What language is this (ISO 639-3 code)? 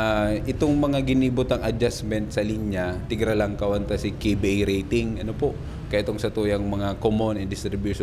bik